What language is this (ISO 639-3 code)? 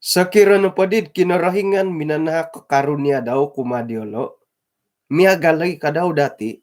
dtp